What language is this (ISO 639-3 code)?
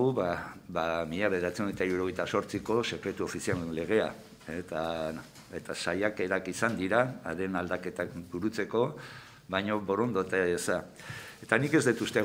eus